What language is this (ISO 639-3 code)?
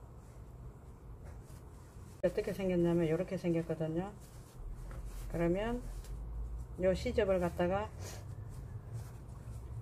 kor